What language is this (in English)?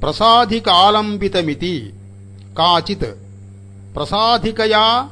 Sanskrit